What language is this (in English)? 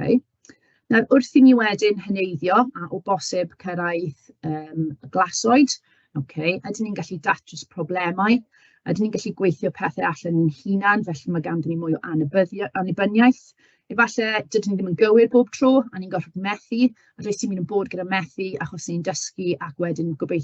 Welsh